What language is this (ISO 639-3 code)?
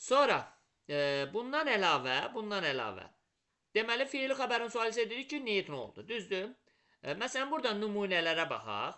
aze